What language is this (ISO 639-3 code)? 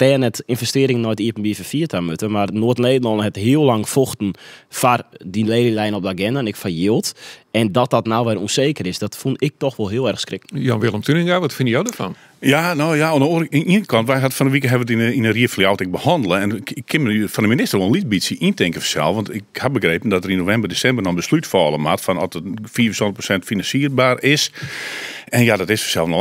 fry